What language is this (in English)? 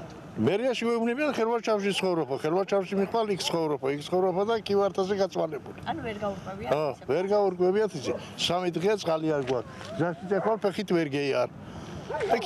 Georgian